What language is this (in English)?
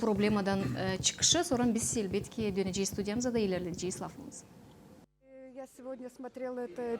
Gagauz